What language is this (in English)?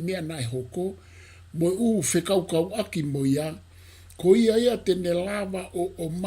Tongan